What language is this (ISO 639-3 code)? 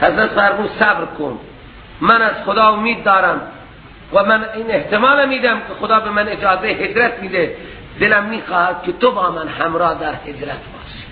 fas